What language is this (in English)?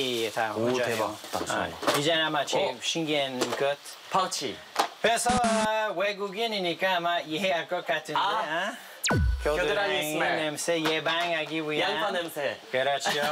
Korean